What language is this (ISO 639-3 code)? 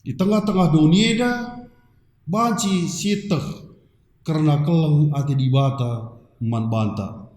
btx